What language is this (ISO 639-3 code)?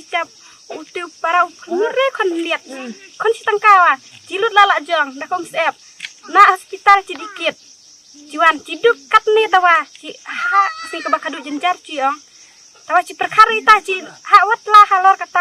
kha